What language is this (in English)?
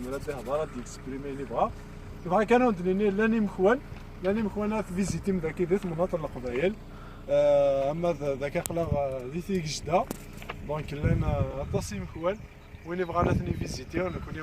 Kabyle